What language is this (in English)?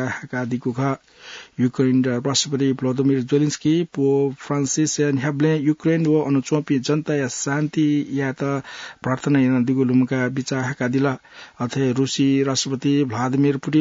Newari